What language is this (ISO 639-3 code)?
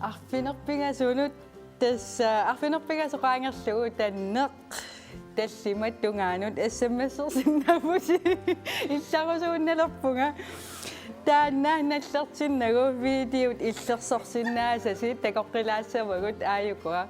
kal